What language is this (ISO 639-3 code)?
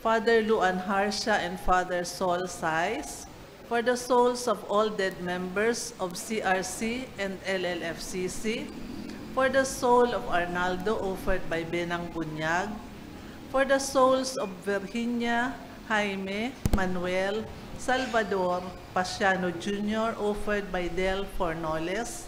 bik